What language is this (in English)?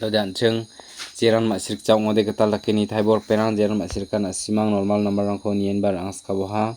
Garo